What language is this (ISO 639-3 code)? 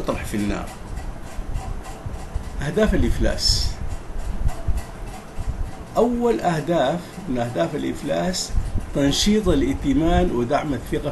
ara